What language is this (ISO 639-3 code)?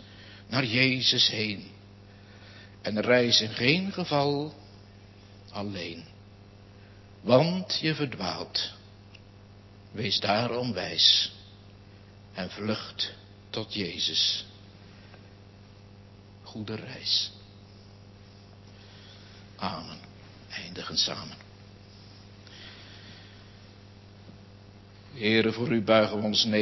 nld